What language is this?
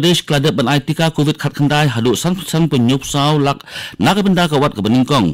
Khasi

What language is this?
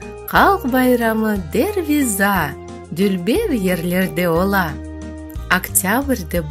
Crimean Tatar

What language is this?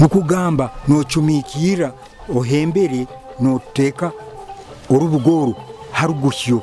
Nyoro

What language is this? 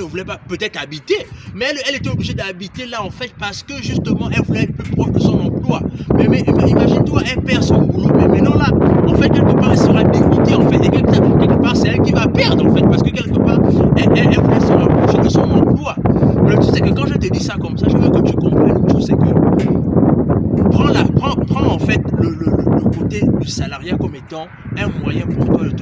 French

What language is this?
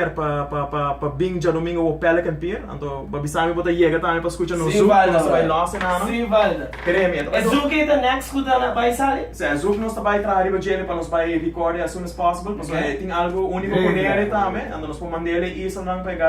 Papiamento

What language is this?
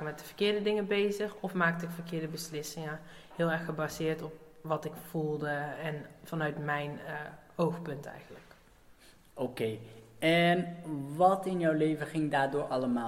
Dutch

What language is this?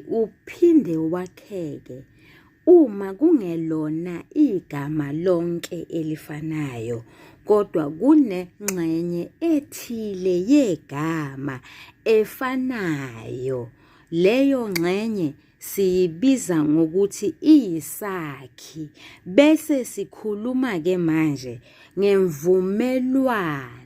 Zulu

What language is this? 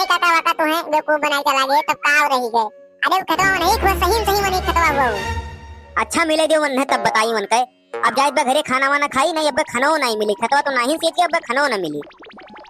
Awadhi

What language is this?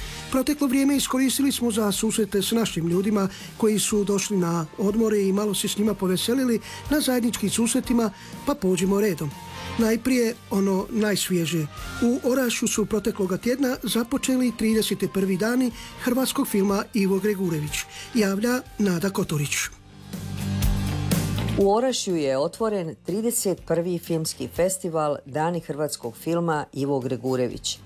Croatian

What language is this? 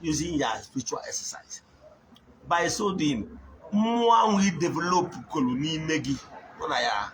Igbo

